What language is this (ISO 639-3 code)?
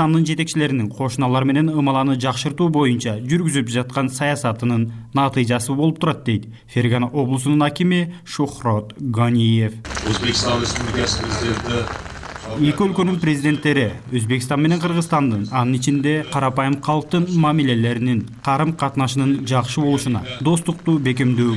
kir